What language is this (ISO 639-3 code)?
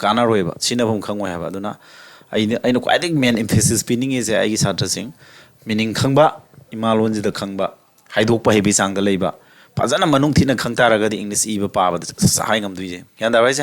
mni